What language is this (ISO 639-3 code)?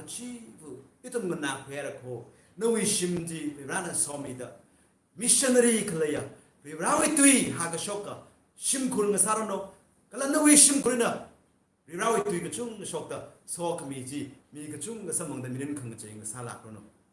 nmf